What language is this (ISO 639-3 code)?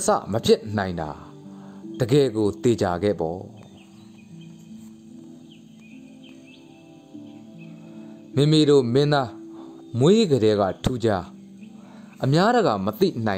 mya